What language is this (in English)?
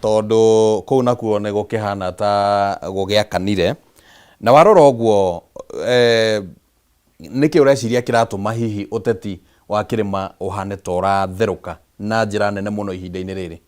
Kikuyu